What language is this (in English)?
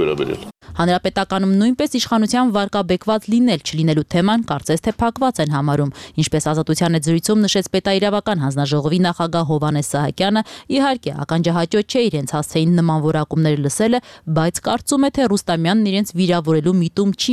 Armenian